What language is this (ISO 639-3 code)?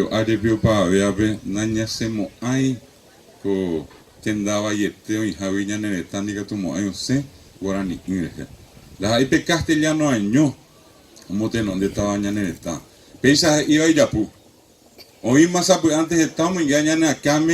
grn